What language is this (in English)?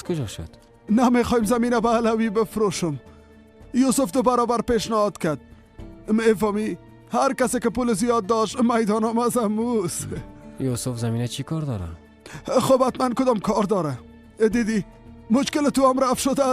Persian